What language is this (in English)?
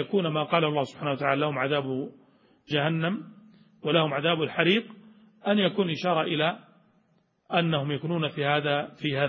Arabic